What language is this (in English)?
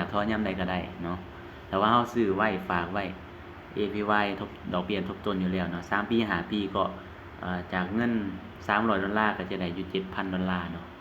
Lao